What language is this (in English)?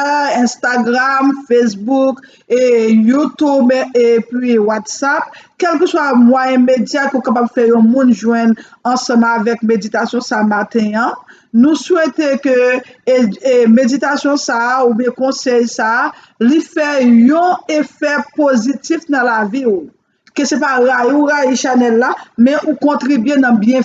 Haitian Creole